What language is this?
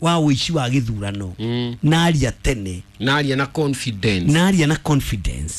Kikuyu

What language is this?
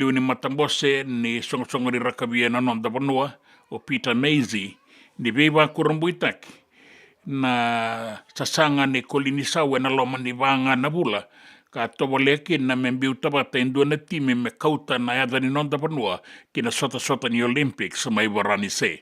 Fijian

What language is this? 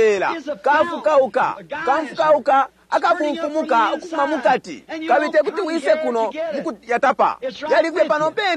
Bemba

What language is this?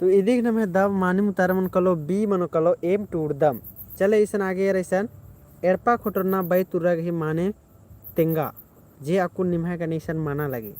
Kurukh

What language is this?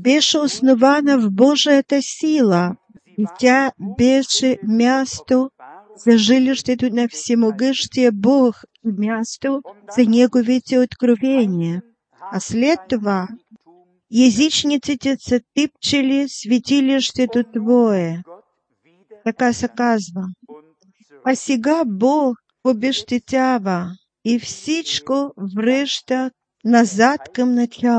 Bulgarian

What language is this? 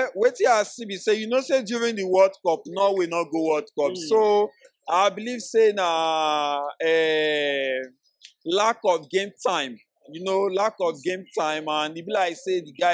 Nigerian Pidgin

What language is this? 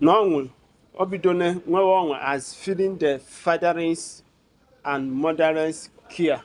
Igbo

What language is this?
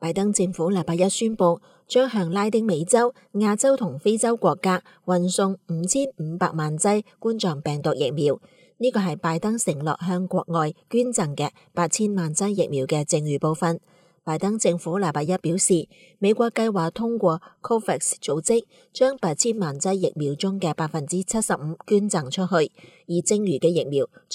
Cantonese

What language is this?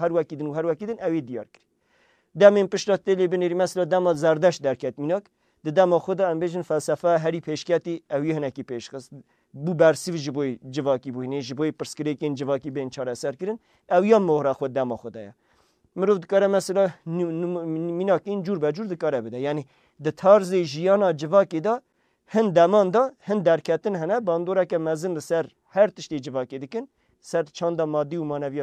Kurdish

